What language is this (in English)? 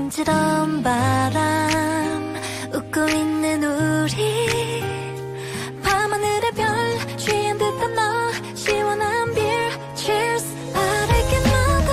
Korean